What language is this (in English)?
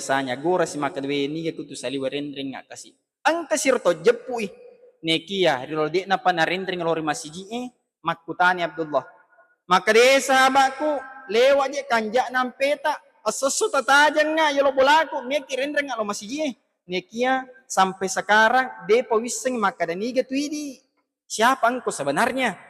Buginese